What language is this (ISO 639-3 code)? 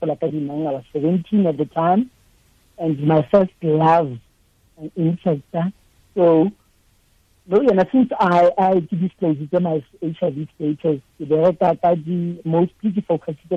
tsn